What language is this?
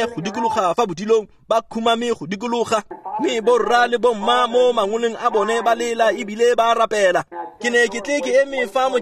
Tswana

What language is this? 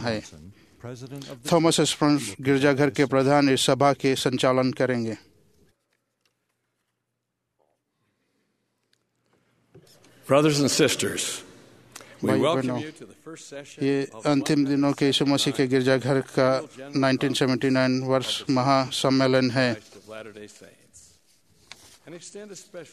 Hindi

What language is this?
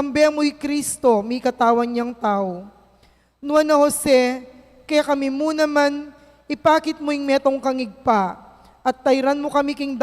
Pampanga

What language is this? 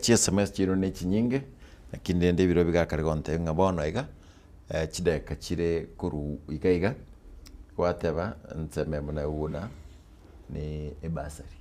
Gusii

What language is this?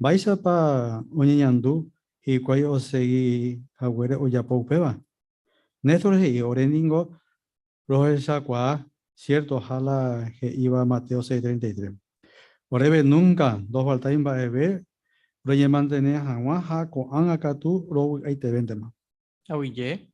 Guarani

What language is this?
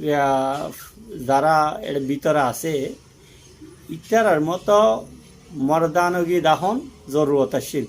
Rohingya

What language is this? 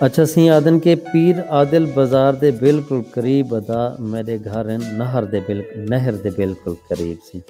Saraiki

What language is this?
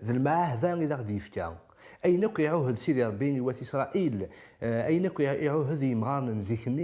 Kabyle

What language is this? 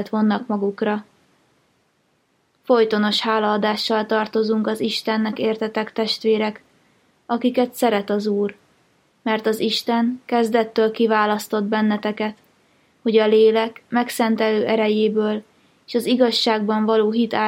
Hungarian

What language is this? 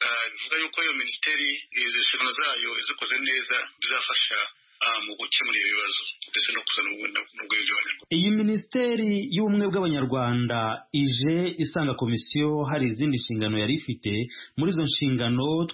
Kinyarwanda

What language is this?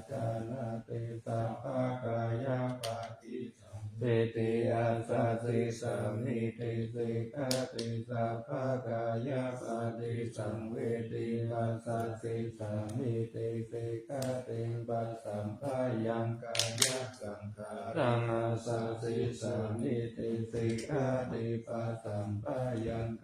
Pali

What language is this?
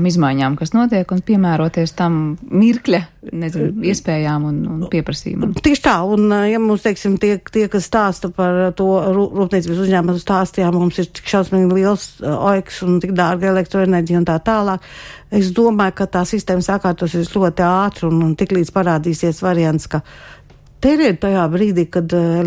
Latvian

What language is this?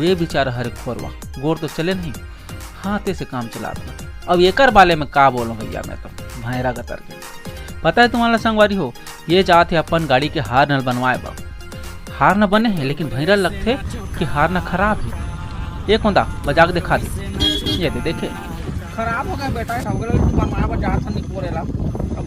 Chhattisgarhi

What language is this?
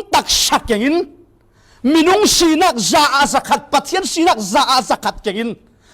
Falam Chin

